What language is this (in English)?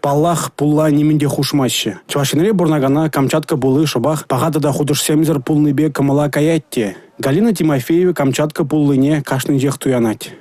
Chuvash